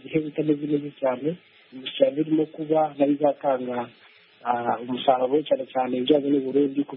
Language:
Kinyarwanda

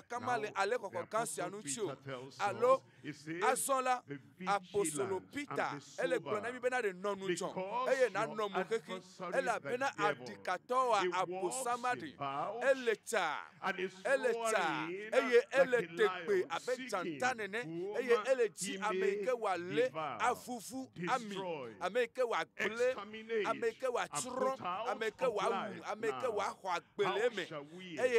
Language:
Ewe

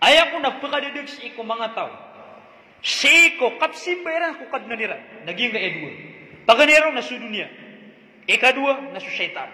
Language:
Maranao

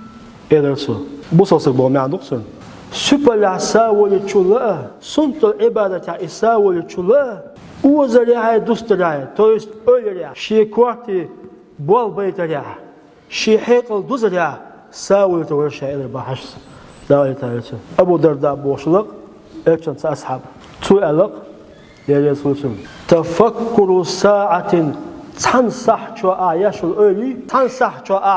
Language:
Chechen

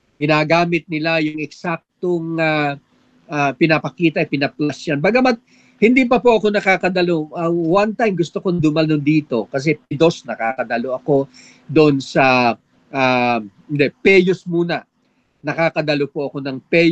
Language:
Filipino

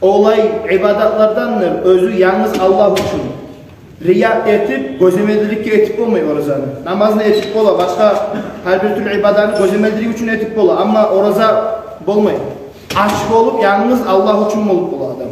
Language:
Kumyk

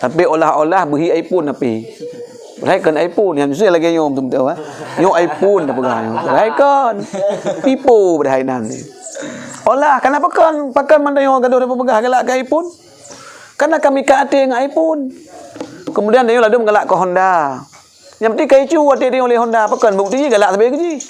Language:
Achinese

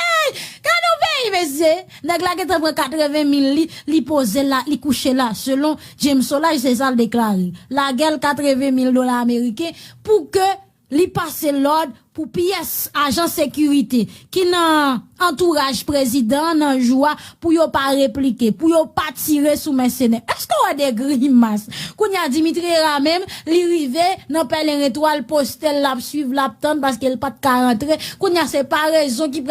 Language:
Haitian Creole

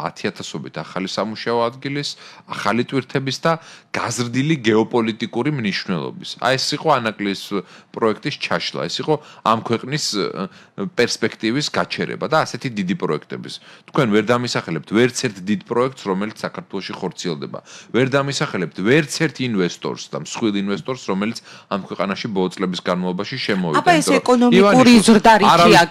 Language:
Georgian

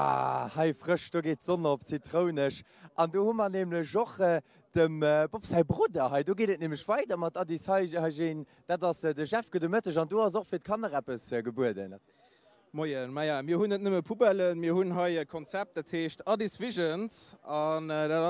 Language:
Luxembourgish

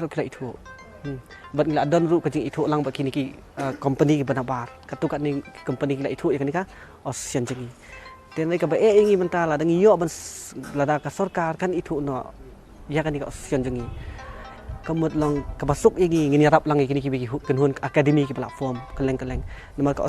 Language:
Khasi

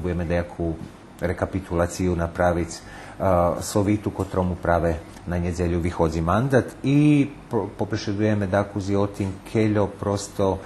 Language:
Rusyn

